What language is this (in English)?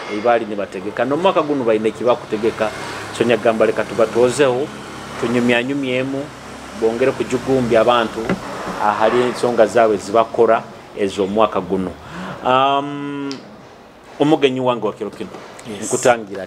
Nyoro